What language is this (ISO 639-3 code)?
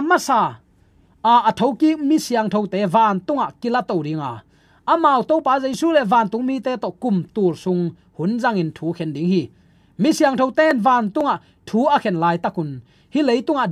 ctd